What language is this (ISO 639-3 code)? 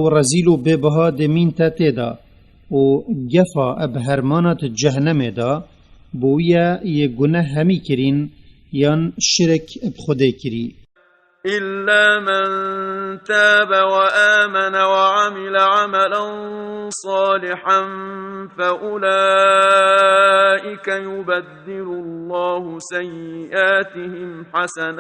kur